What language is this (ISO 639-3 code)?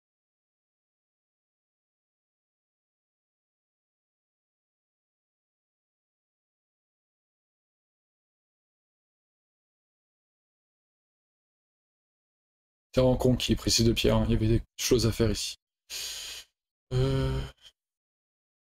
fra